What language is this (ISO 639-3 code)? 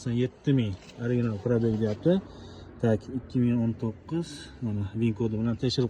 uzb